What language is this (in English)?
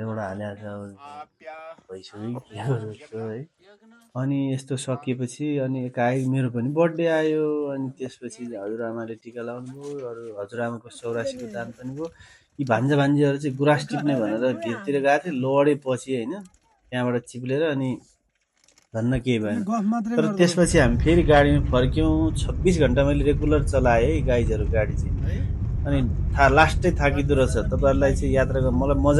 Nepali